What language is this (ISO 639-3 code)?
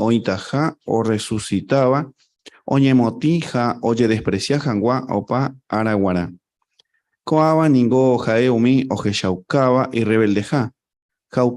grn